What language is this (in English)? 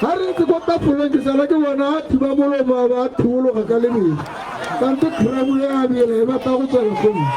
Tswana